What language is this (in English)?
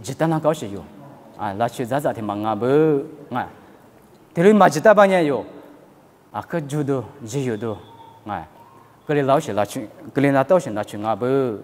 Lisu